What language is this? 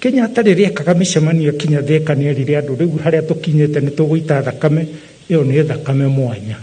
Kikuyu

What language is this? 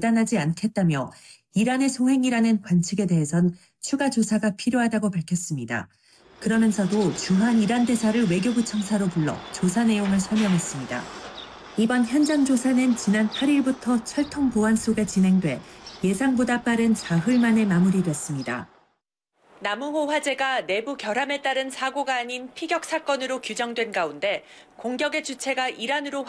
Korean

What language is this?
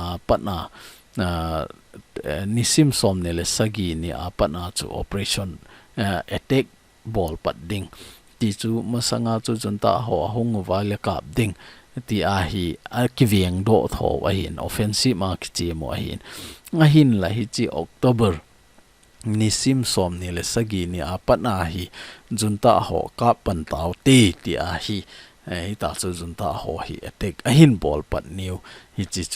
Thado Chin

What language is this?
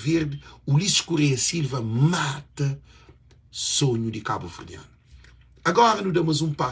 Kabuverdianu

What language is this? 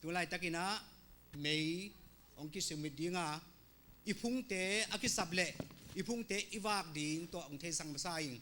Tedim Chin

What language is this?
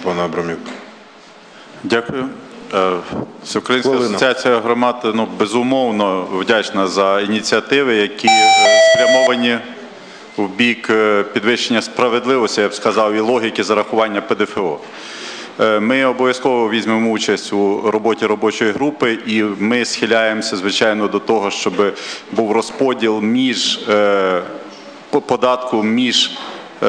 Ukrainian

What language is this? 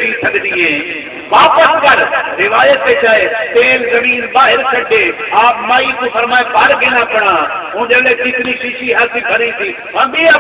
Saraiki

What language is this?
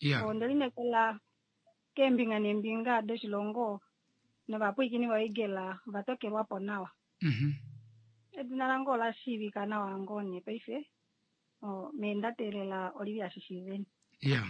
Kuanyama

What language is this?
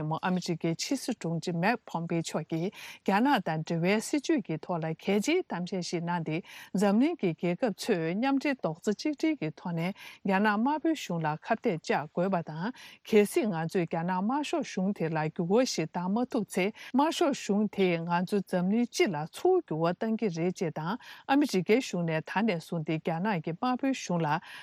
Tibetan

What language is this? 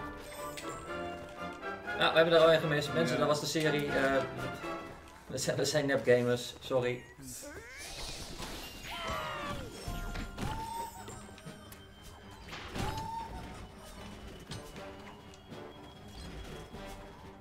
Dutch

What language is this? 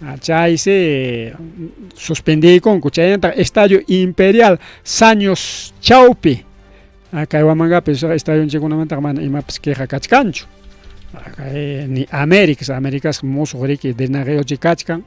Ayacucho Quechua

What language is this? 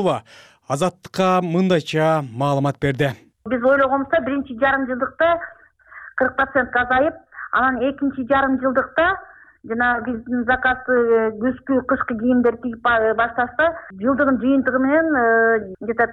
Kyrgyz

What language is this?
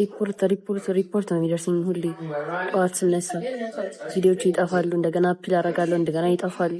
Amharic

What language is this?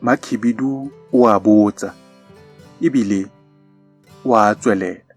Tswana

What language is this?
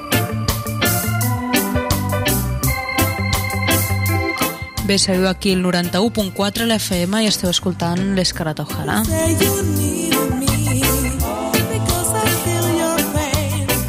Catalan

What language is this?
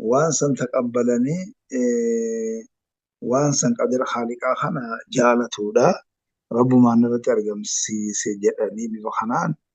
Oromo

